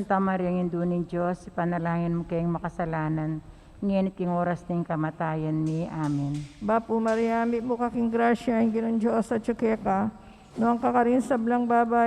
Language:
Pampanga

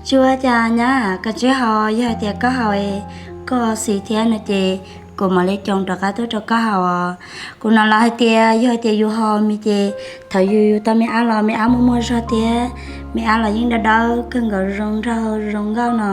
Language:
Hmong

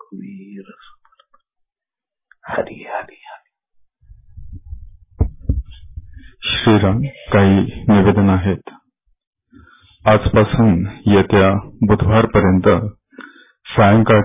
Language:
Marathi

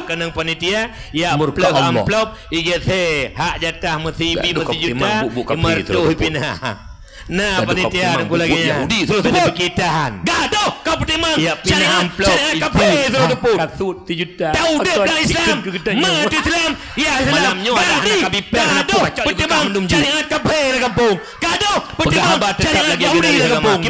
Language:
Achinese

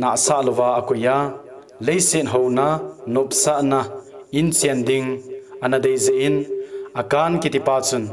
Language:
Thado Chin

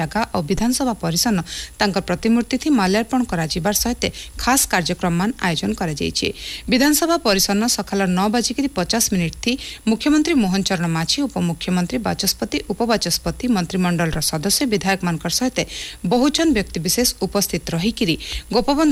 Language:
Odia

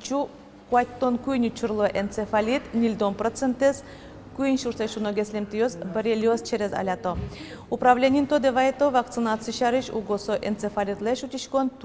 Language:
Udmurt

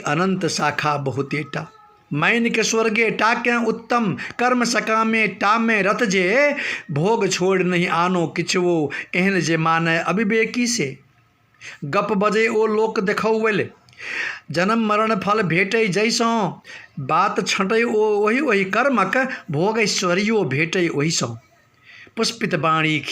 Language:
Maithili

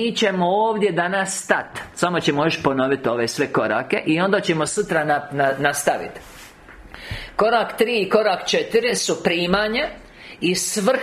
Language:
Croatian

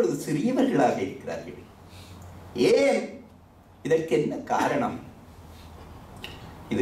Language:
Tamil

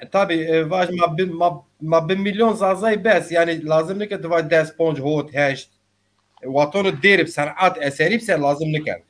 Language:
Zaza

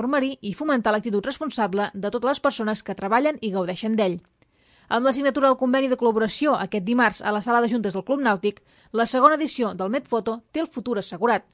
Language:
Catalan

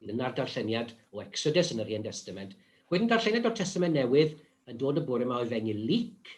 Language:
Welsh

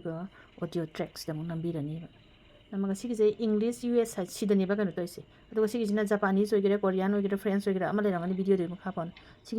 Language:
Manipuri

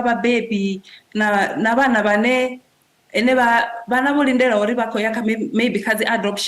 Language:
Venda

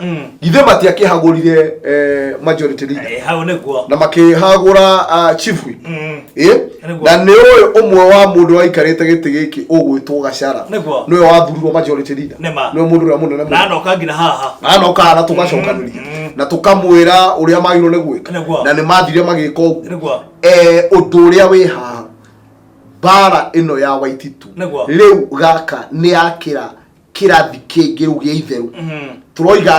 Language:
Kikuyu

